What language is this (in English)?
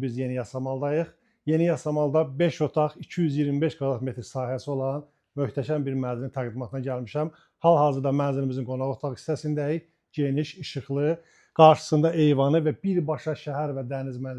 Azerbaijani